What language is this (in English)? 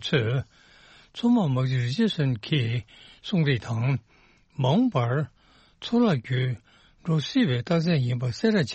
Tibetan